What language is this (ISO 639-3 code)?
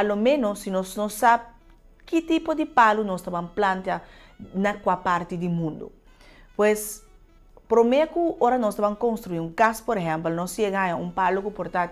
pap